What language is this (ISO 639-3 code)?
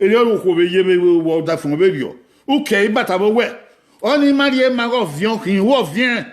bin